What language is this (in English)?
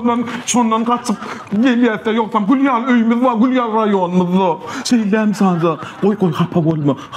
Turkmen